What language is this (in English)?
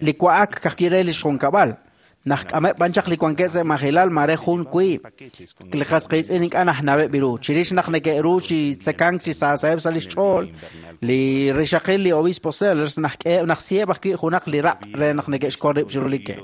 Kekchí